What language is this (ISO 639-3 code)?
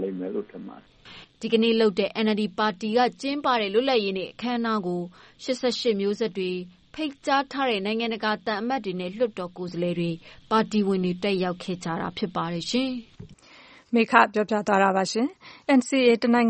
mya